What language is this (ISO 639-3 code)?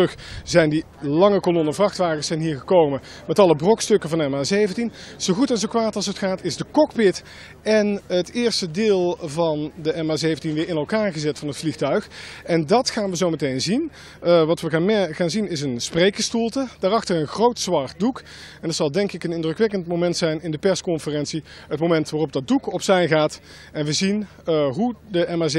nld